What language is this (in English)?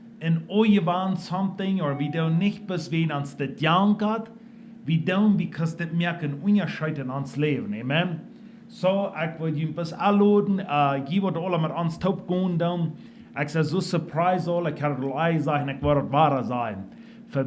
Plautdietsch